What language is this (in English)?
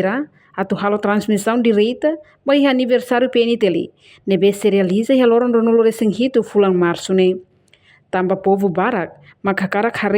Tetum